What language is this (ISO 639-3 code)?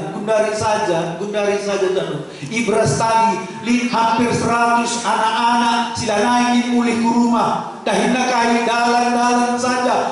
btx